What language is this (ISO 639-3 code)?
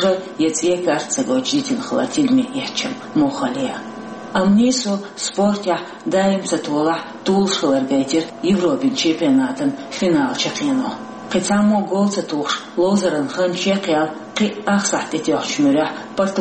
che